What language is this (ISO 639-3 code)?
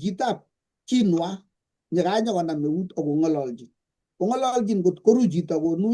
kln